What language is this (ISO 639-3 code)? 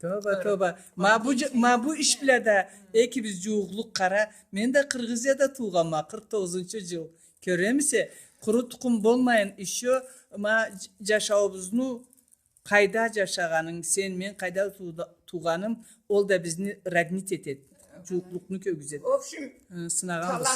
krc